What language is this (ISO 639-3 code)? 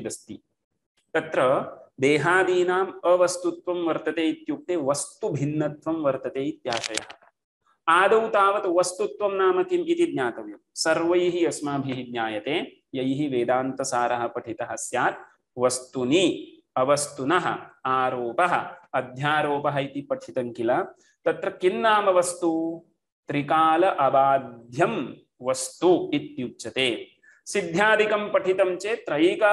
san